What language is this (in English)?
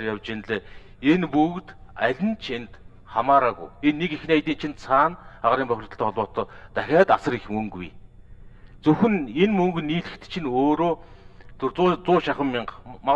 Mongolian